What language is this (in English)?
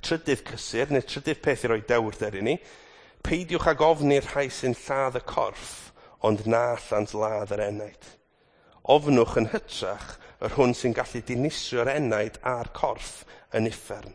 Welsh